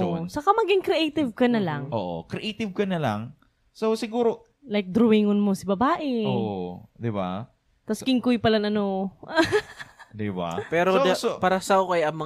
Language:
Bikol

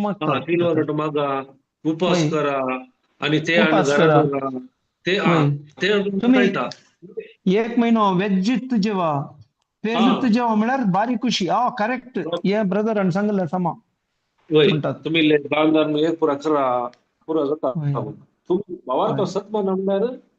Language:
Konkani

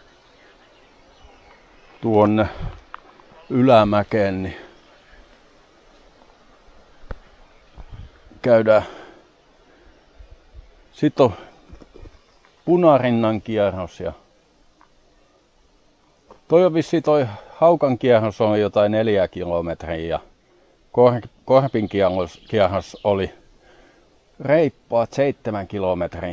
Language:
Finnish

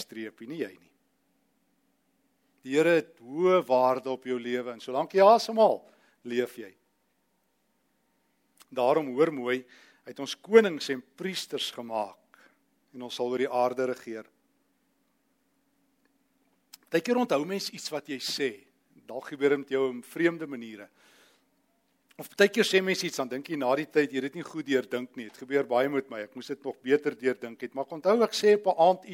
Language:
Afrikaans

